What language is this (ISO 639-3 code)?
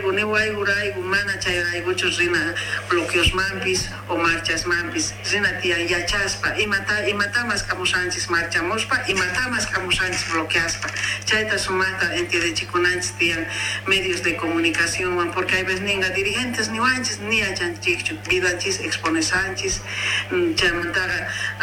que